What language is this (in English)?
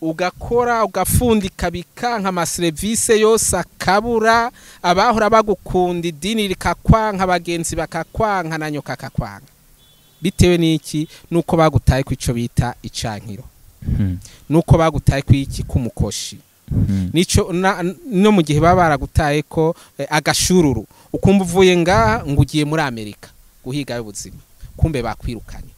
Rundi